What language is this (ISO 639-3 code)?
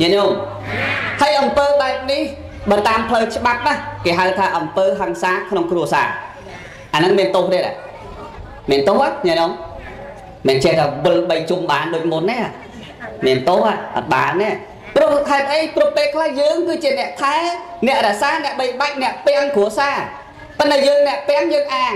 khm